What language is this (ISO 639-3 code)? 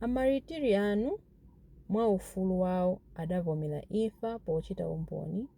nya